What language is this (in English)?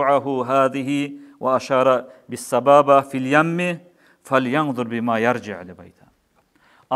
Kumyk